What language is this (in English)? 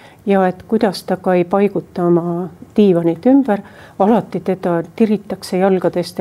Estonian